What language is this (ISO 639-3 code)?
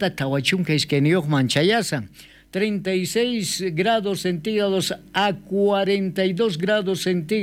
quh